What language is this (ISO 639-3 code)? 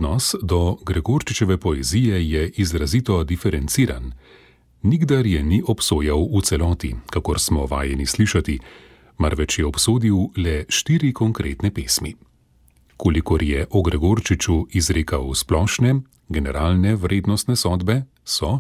slv